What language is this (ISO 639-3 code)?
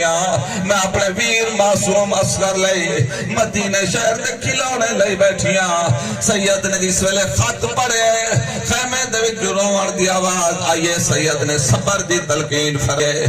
skr